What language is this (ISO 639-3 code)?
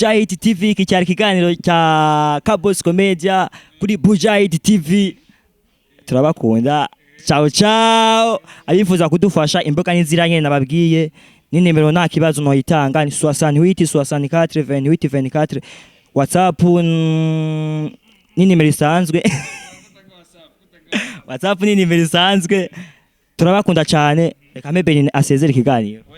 run